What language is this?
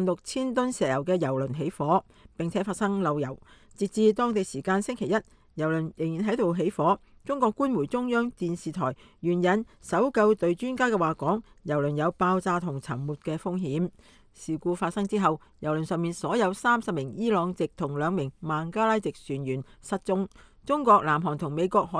Cantonese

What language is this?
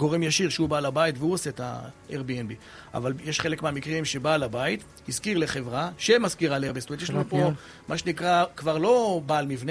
Hebrew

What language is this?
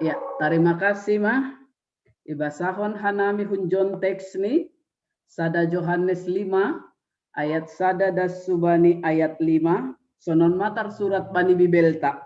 Batak Simalungun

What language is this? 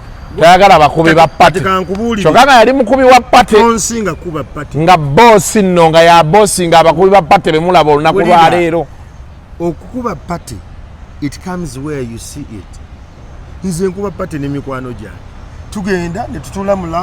Ganda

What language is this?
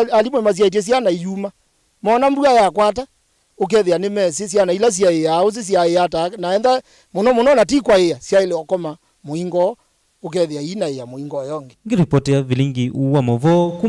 Kamba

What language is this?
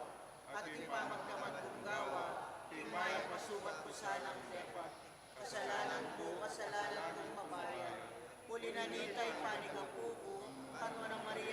Pampanga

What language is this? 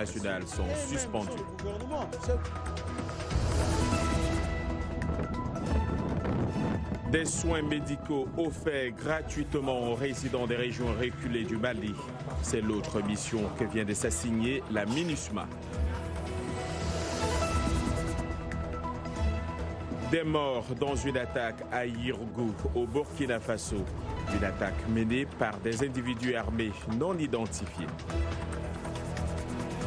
French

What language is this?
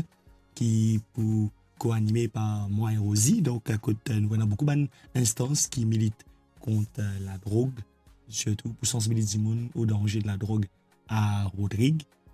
Morisyen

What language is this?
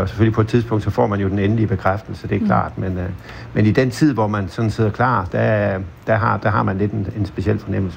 Danish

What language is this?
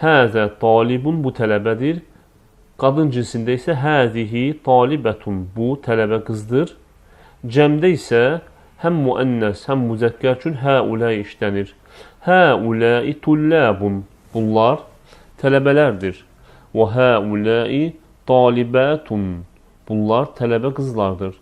Azerbaijani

